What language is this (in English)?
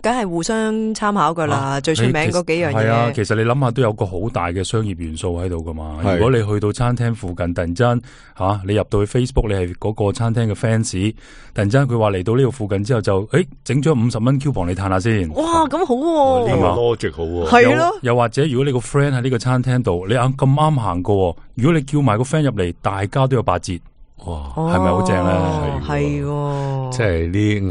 Cantonese